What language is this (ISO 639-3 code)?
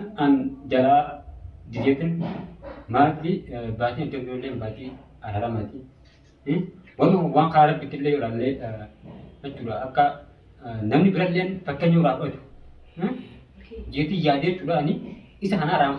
orm